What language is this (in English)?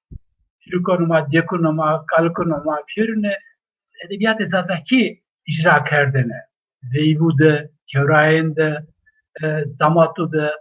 Zaza